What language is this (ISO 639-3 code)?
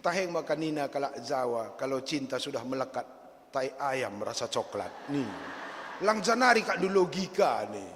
btx